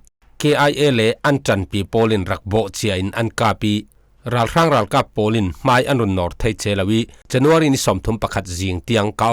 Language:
Falam Chin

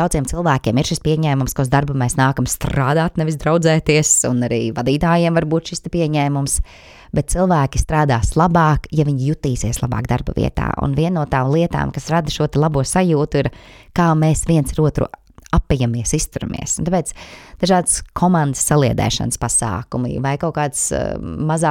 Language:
Latvian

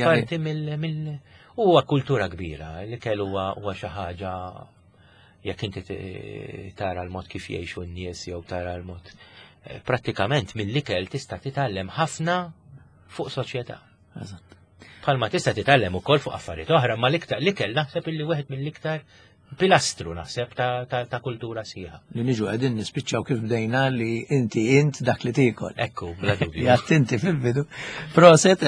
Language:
Maltese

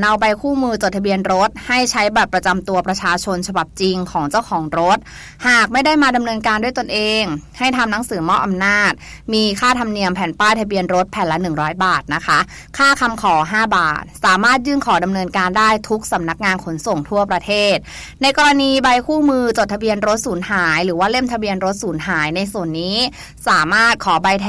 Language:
Thai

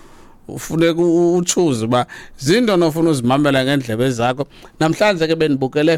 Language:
Xhosa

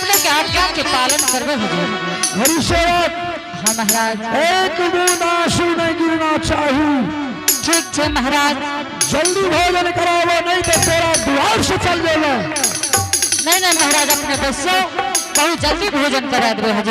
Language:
Angika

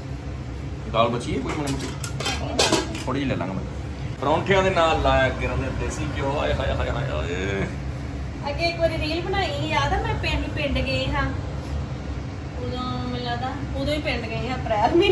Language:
Punjabi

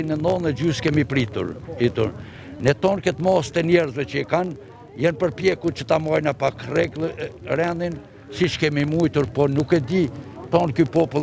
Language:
Albanian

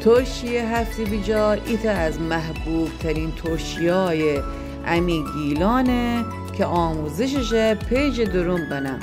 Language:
Gilaki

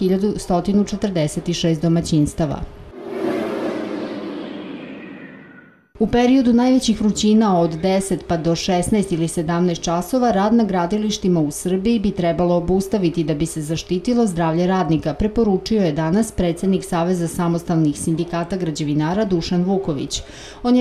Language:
Serbian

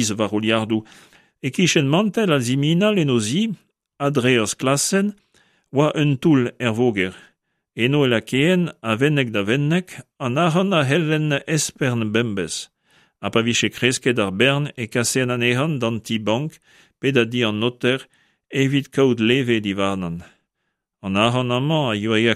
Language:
Breton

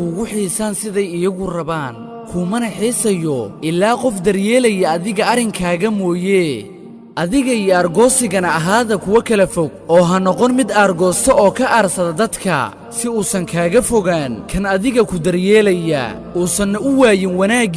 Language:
Somali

